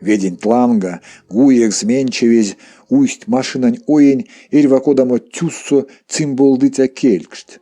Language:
Erzya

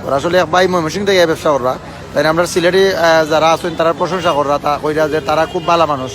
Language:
Sylheti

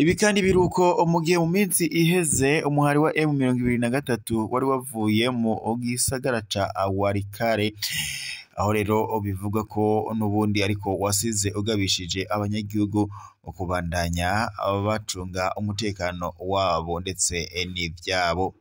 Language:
Rundi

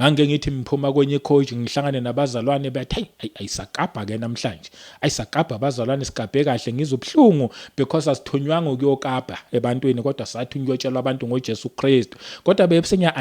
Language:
Zulu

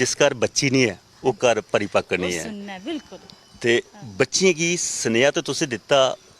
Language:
Dogri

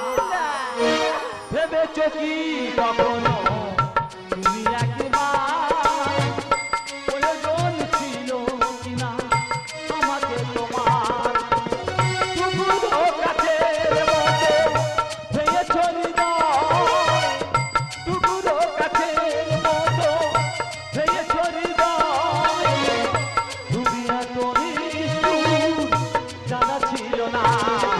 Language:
Bangla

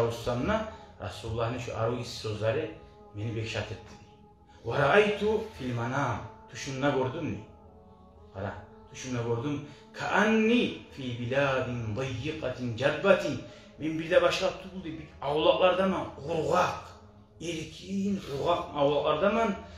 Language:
Kumyk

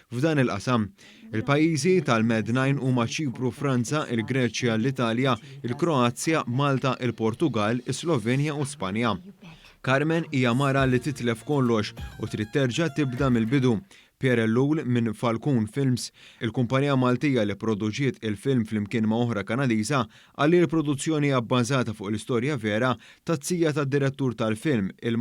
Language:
Maltese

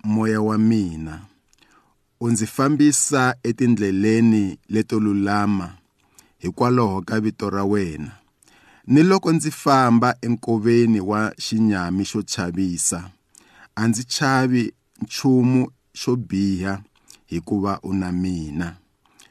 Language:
Tsonga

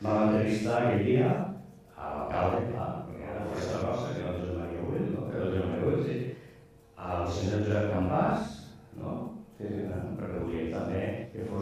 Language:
Catalan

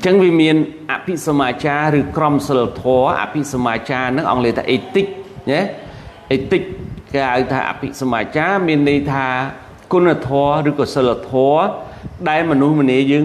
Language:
Khmer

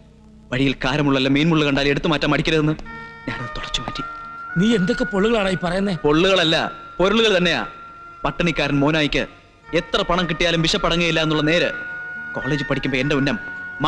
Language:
Malayalam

